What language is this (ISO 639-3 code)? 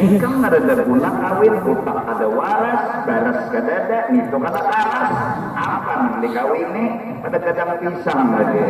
bjn